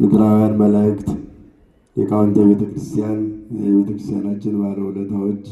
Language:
Amharic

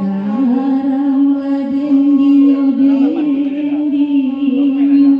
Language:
Minangkabau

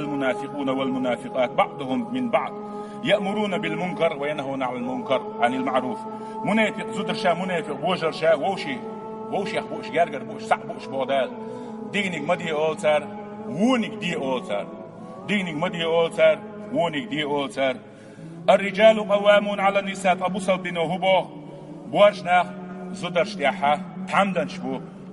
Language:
Chechen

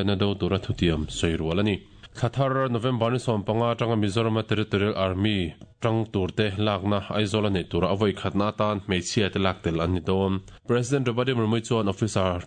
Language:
Mizo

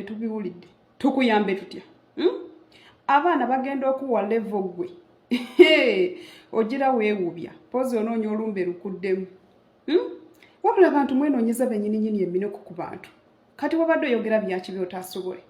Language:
Ganda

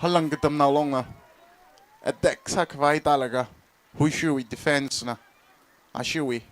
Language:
Tangkhul Naga (India)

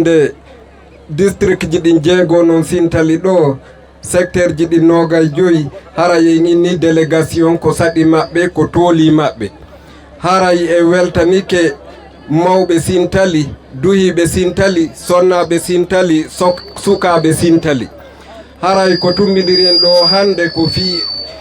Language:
Fula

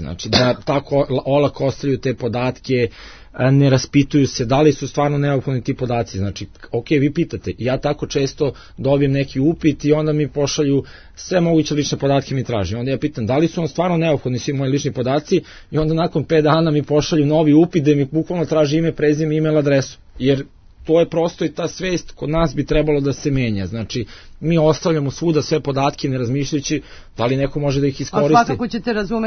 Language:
Serbian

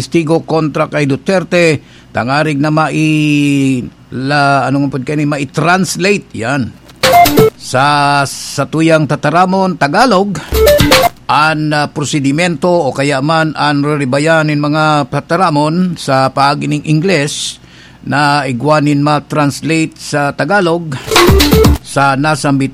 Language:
Bikol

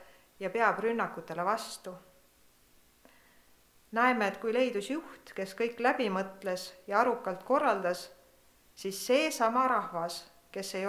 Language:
Estonian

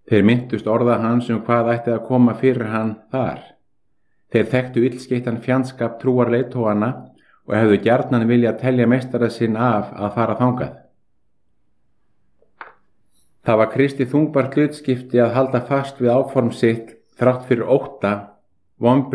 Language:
Icelandic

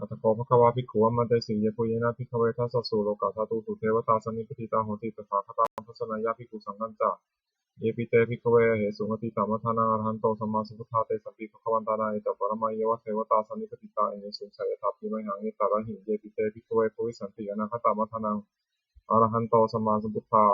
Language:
Pali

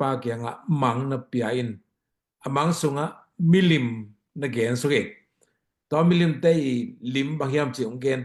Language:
Tedim Chin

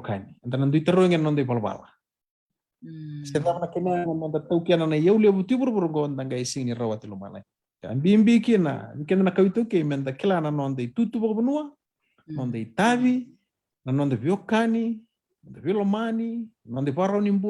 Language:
Fijian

